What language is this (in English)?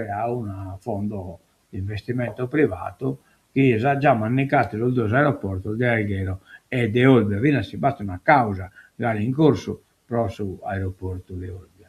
Sardinian